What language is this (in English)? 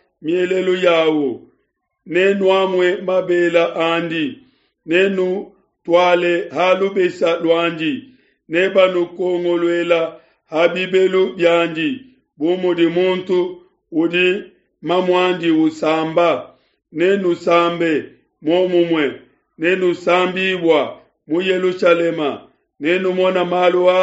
Luba-Lulua